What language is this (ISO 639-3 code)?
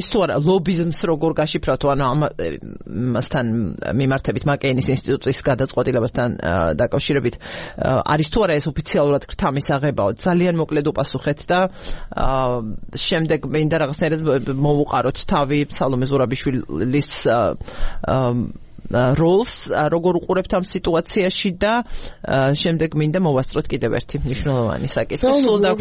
kat